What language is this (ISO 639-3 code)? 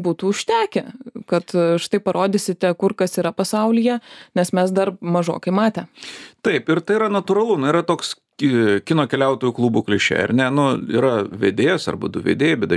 lit